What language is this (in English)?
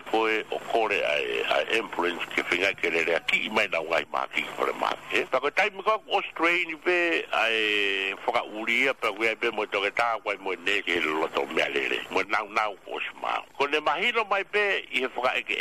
Tongan